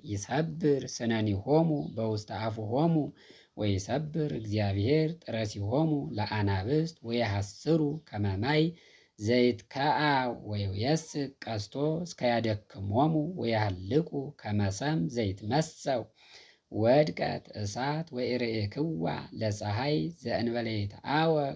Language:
Geez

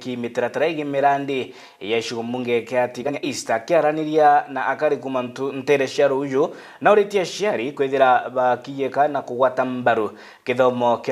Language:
Meru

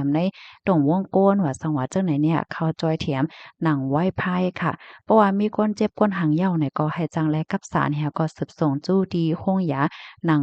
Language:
Shan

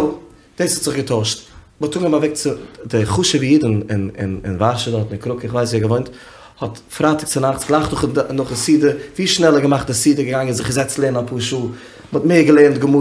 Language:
Yiddish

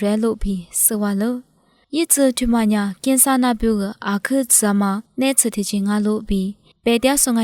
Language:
Lisu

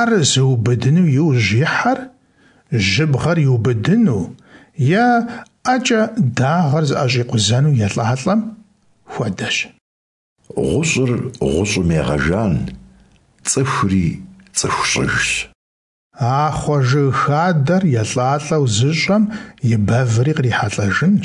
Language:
Kabardian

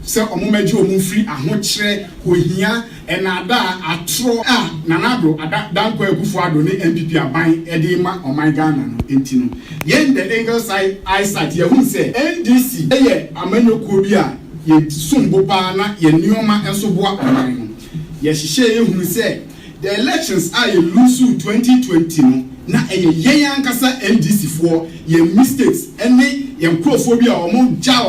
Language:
Akan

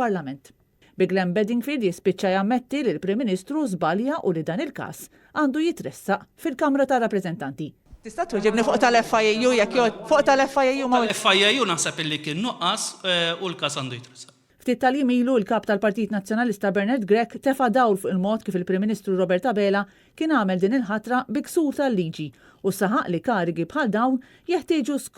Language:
Maltese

